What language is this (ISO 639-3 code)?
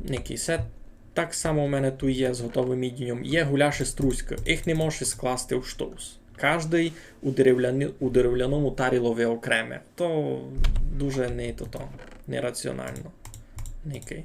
rue